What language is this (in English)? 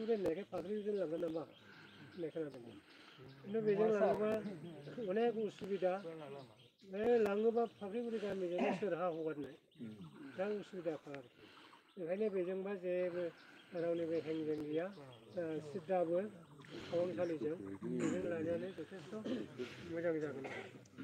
Bodo